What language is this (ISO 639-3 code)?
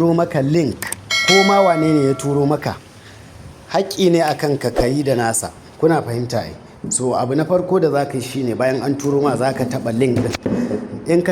hau